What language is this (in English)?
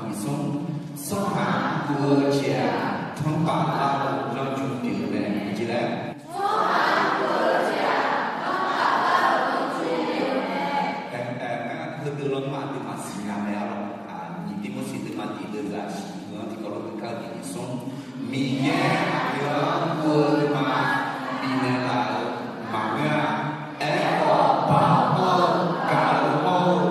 Akha